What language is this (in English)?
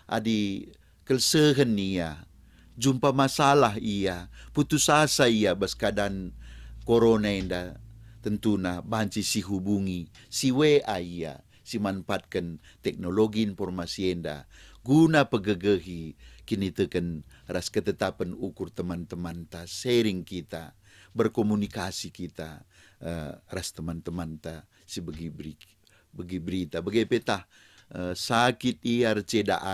Batak Karo